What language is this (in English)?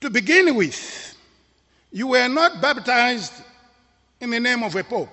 English